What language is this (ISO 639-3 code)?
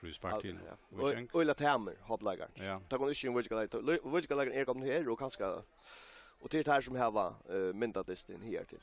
fao